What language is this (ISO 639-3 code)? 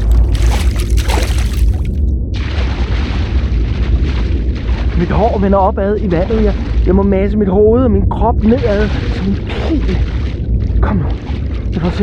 dan